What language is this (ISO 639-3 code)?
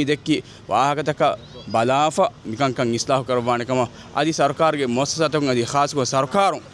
div